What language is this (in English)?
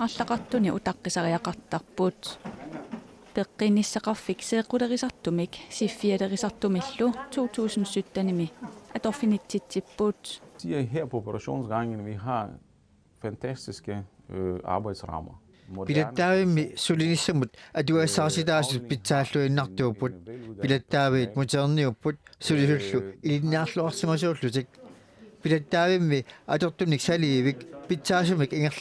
Kalaallisut